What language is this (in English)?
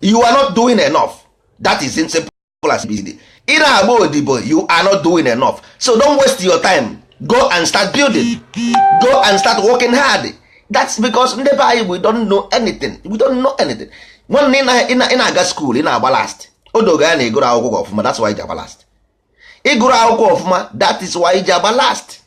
Igbo